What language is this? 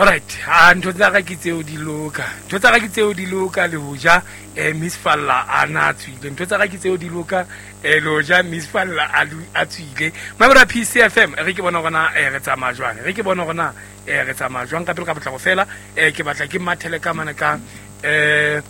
Southern Sotho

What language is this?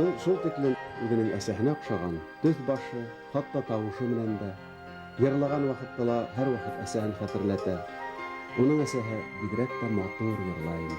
Bashkir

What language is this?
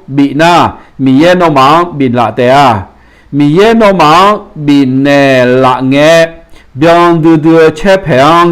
Akha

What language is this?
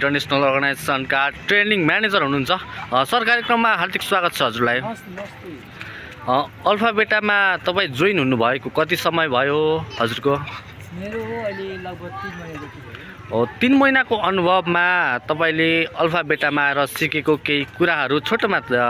Nepali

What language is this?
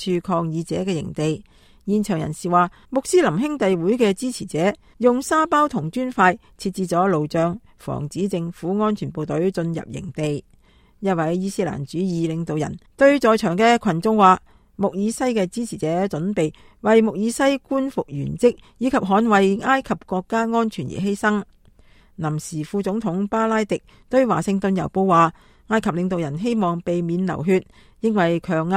Cantonese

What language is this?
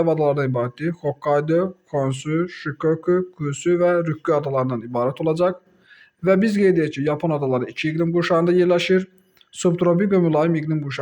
Azerbaijani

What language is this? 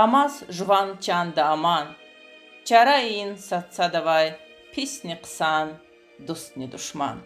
Lezghian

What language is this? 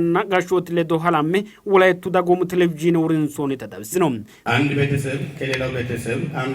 Sidamo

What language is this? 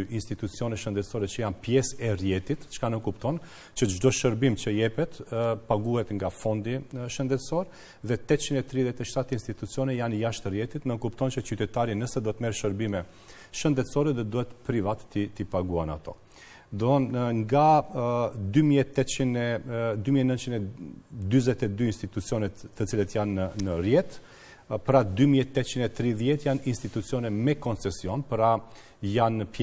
Albanian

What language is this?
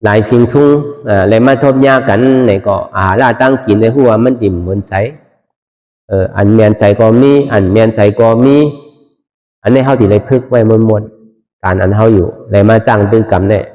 Shan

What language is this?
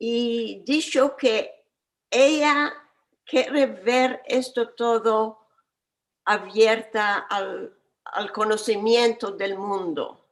Ladino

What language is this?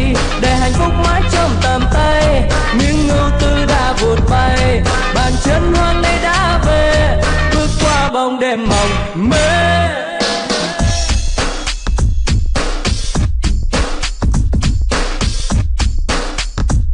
Vietnamese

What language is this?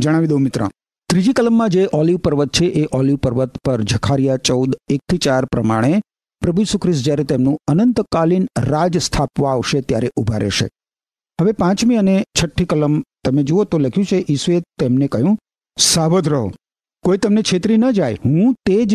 Gujarati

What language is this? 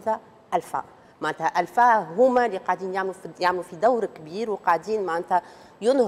Tunisian Arabic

